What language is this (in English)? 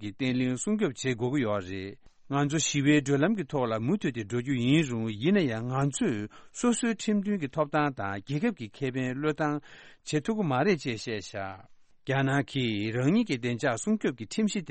Tibetan